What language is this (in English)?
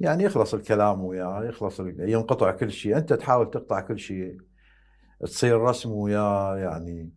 Mesopotamian Arabic